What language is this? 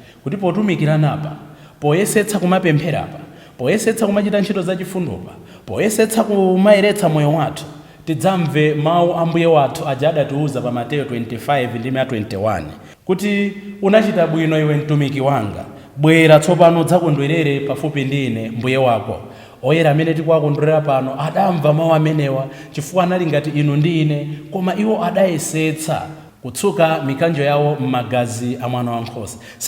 Nyanja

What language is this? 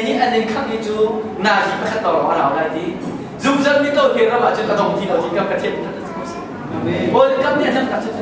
Hakha Chin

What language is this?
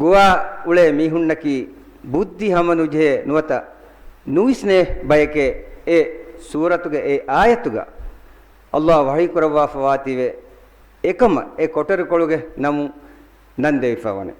Divehi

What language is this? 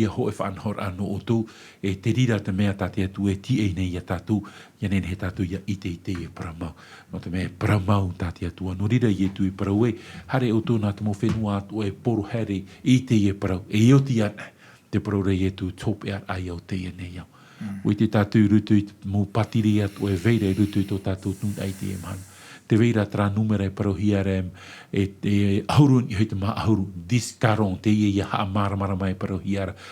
Tahitian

